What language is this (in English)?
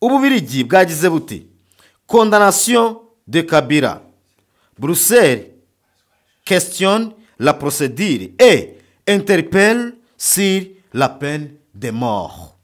Kinyarwanda